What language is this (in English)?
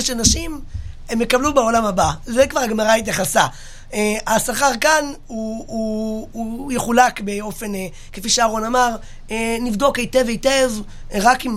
Hebrew